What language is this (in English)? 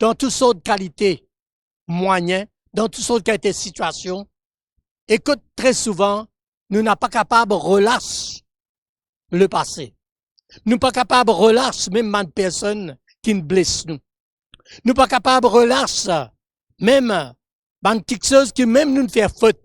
Morisyen